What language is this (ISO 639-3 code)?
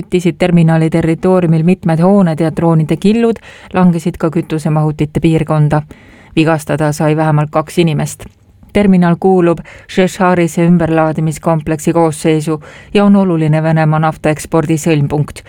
est